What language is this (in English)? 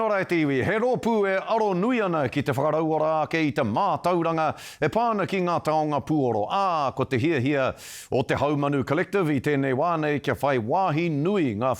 Māori